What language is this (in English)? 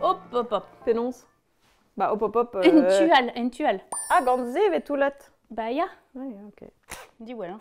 Breton